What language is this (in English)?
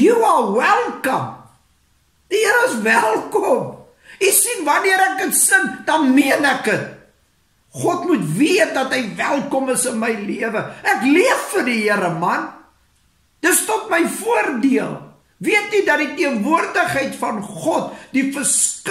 Afrikaans